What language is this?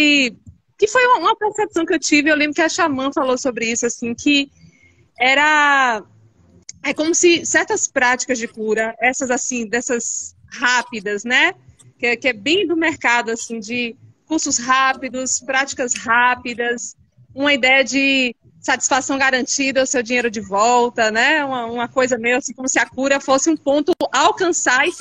Portuguese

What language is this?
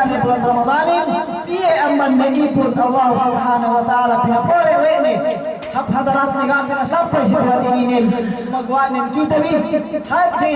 Yakan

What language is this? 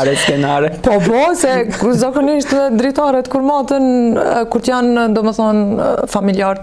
Albanian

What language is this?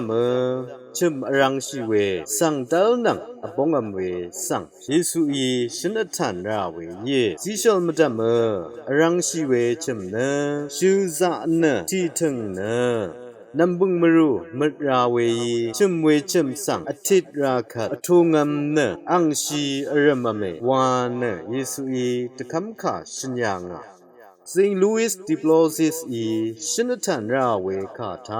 Rawang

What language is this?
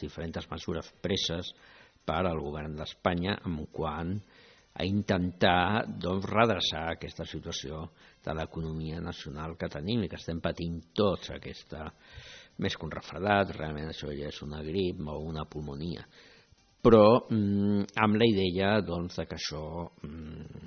Catalan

